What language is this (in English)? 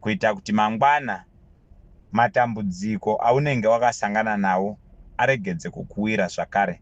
Shona